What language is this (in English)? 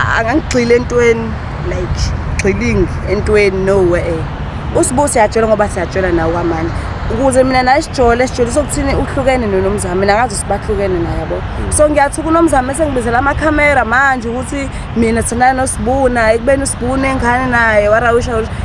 Zulu